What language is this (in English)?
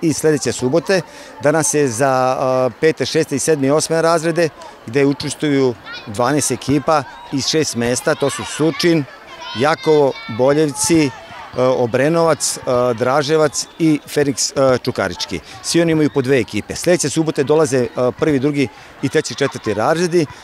Serbian